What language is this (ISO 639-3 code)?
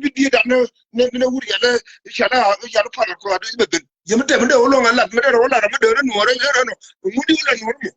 nus